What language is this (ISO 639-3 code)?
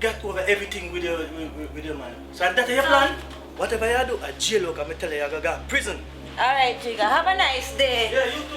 jam